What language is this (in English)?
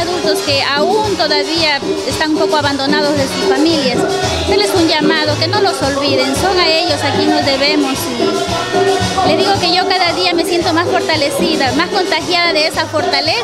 Spanish